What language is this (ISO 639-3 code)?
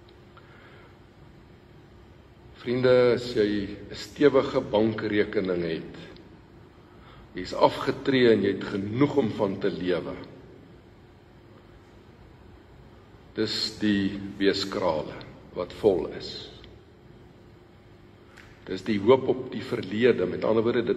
afr